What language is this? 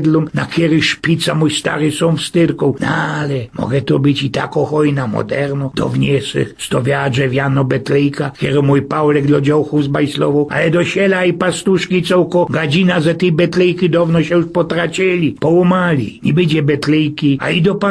Silesian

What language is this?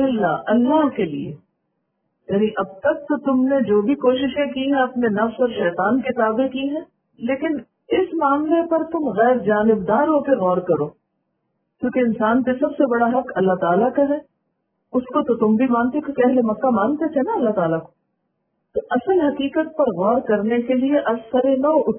Urdu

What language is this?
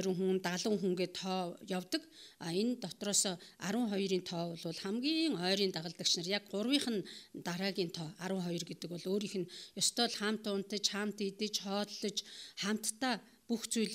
Mongolian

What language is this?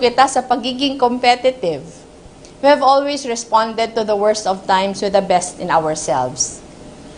Bikol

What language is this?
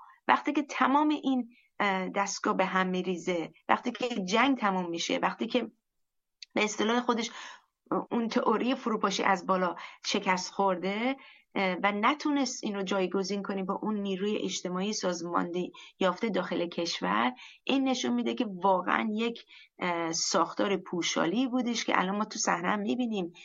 Persian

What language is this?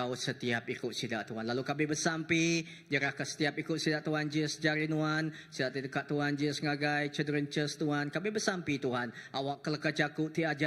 Iban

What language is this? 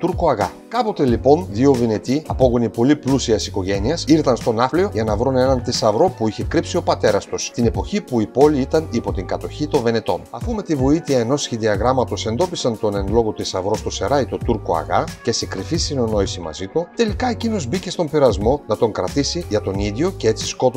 Greek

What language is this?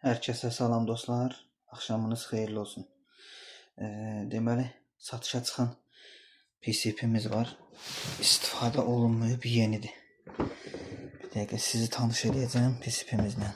Azerbaijani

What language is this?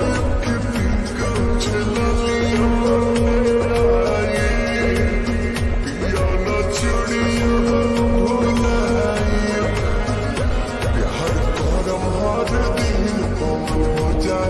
Bhojpuri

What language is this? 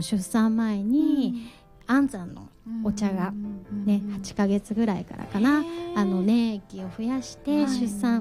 Japanese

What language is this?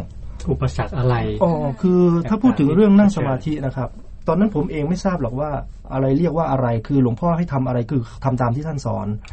Thai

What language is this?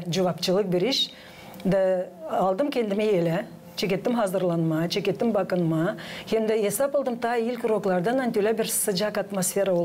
Gagauz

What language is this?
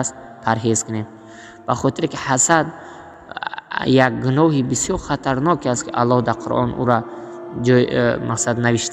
Tajik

